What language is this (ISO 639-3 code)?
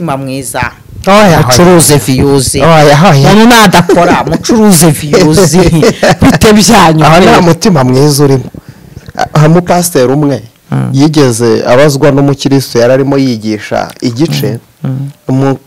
kin